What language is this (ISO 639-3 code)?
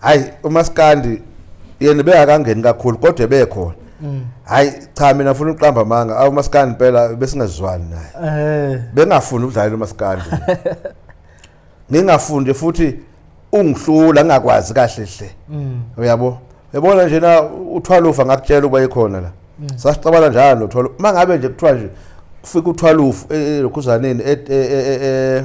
zul